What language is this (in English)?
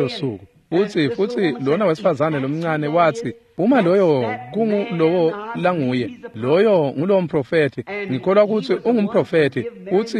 Swati